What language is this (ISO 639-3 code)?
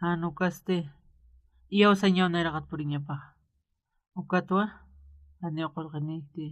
aym